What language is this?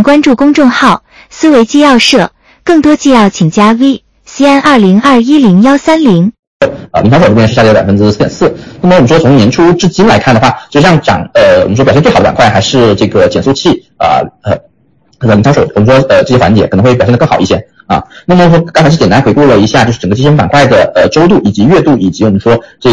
Chinese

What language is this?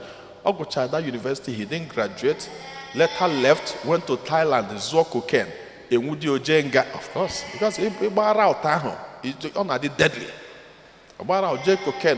Igbo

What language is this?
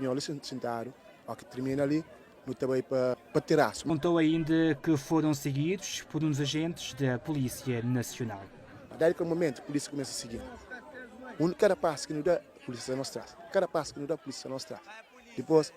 Kabuverdianu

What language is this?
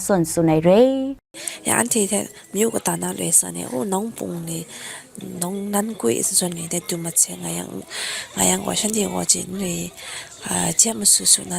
Kachin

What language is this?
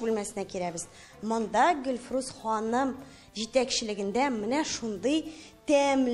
Tatar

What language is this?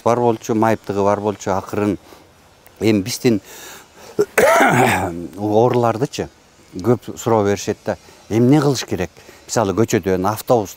Kyrgyz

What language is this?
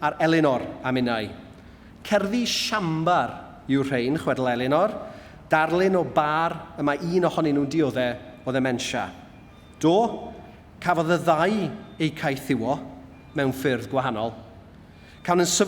Welsh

